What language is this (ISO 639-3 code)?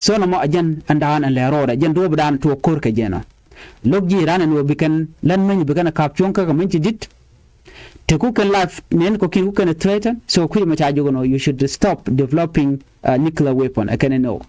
nus